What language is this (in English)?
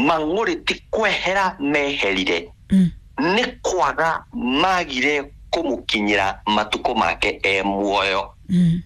Kikuyu